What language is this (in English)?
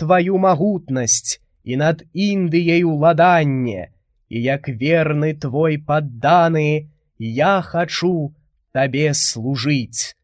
Belarusian